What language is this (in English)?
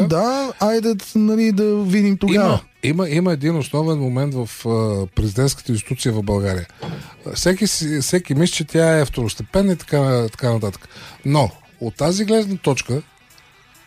Bulgarian